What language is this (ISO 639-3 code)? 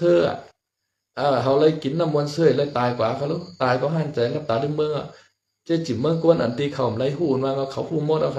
shn